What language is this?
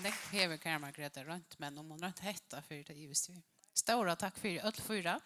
Faroese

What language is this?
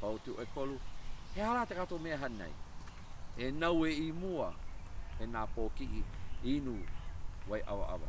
Hawaiian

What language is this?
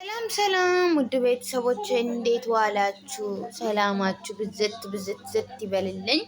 Amharic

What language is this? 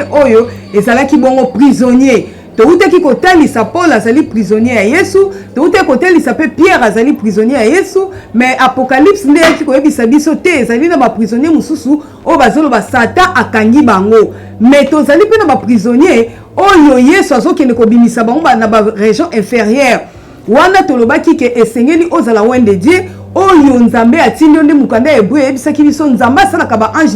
Lingala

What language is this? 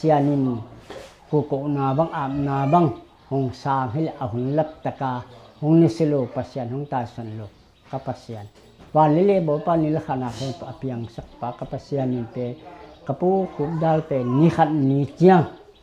Tedim Chin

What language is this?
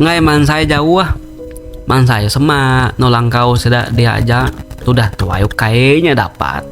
Iban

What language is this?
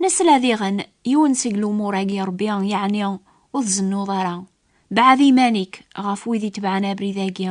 Kabyle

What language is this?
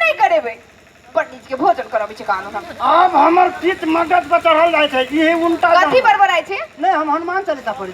Maithili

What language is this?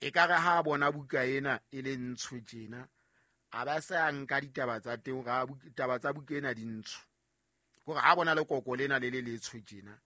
Southern Sotho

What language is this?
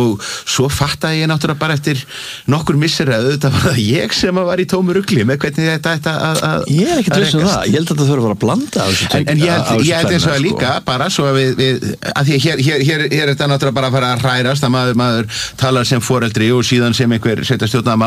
Icelandic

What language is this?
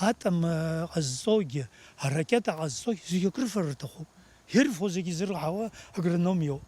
Abkhazian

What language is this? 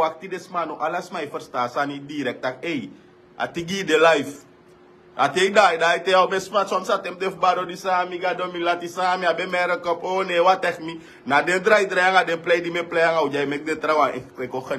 Sranan Tongo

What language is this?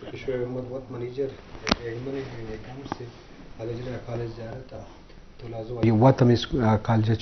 Eastern Balochi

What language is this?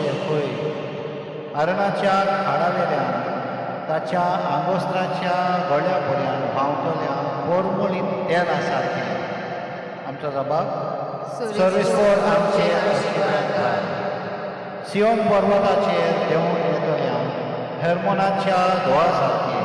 Konkani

